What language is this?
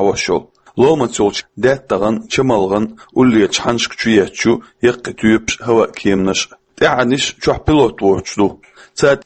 Chechen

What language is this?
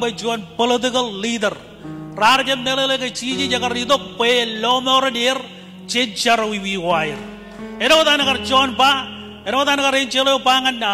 Marshallese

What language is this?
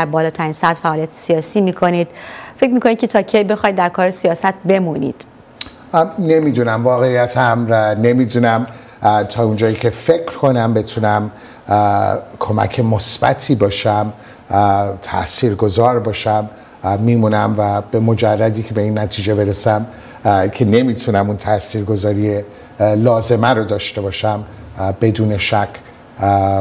Persian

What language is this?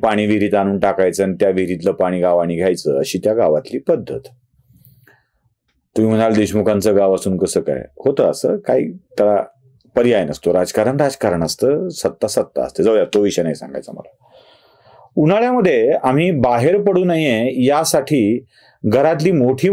Marathi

